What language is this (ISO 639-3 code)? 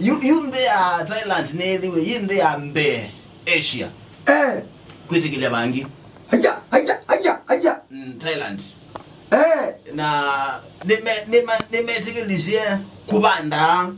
kam